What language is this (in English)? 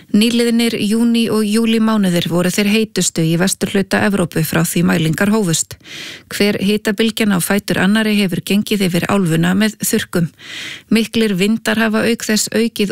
Icelandic